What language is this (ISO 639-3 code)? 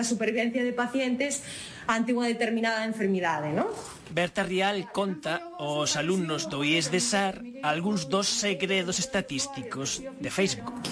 glg